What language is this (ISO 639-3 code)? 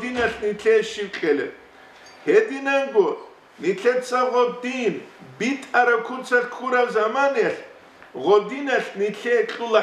ava